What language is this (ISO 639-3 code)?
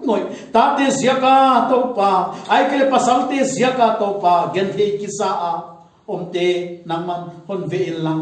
pck